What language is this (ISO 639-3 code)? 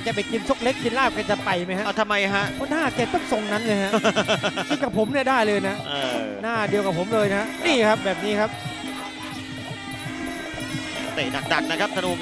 tha